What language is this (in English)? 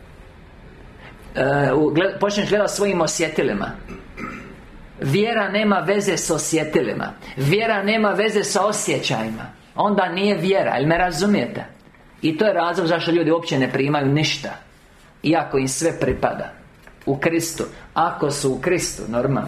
Croatian